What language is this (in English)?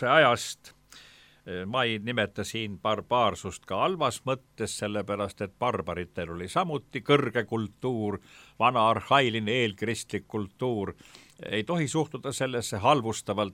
Estonian